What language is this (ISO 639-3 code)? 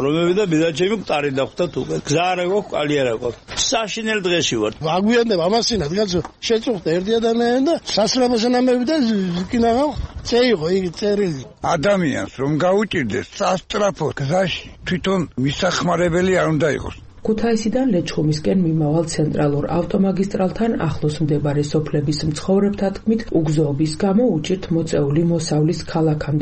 kat